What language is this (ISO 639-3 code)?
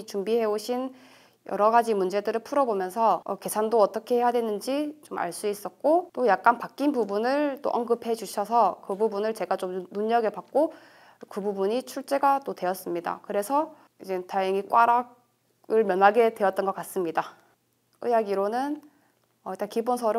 kor